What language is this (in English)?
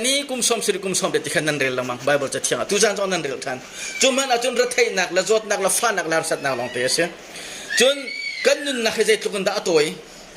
Hakha Chin